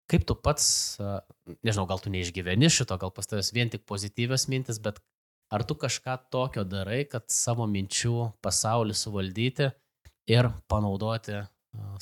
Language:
Lithuanian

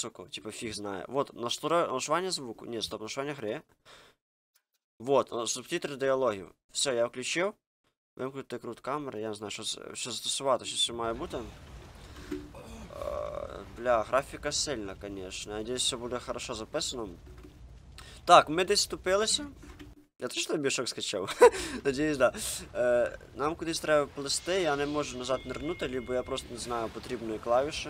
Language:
Ukrainian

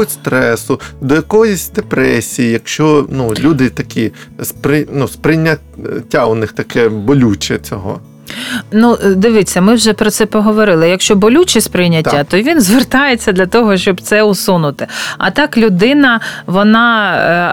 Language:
Ukrainian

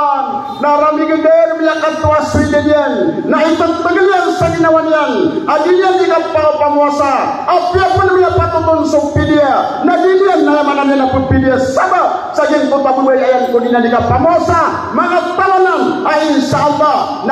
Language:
Maranao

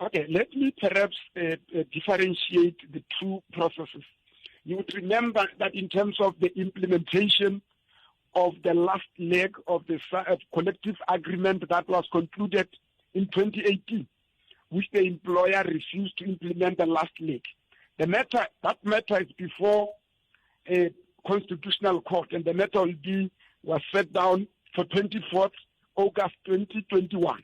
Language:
Tsonga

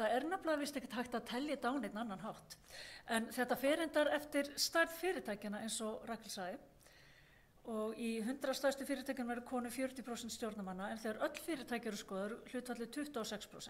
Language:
Icelandic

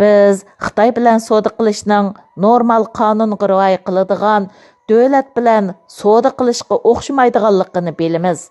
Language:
Uyghur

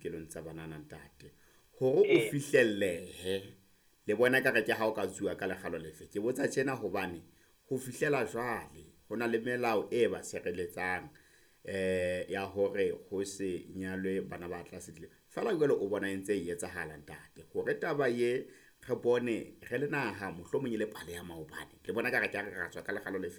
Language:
Southern Sotho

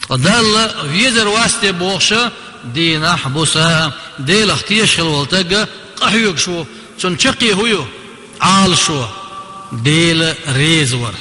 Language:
Chechen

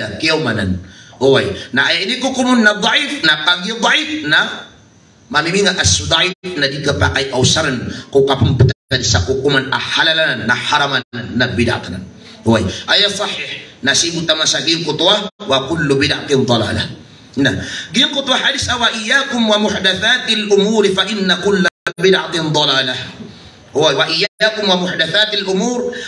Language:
Maranao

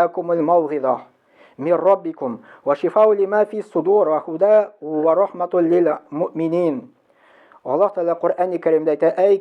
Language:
Tatar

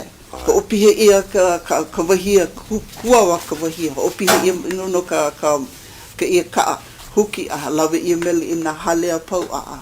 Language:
Hawaiian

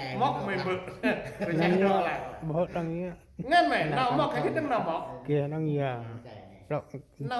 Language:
Central Mnong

